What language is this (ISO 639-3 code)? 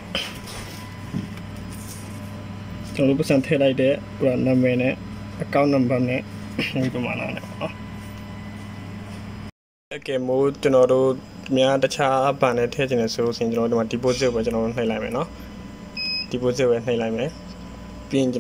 mya